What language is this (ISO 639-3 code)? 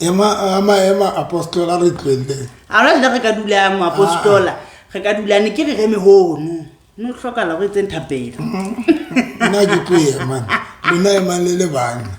sot